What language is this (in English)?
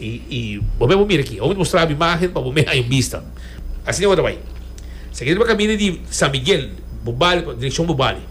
Papiamento